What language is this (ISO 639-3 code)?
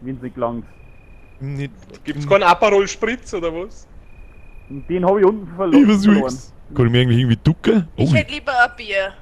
bar